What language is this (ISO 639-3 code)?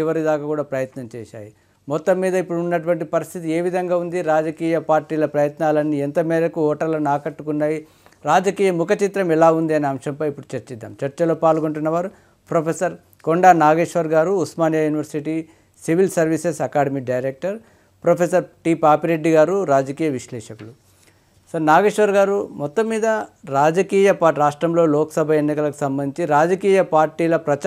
tel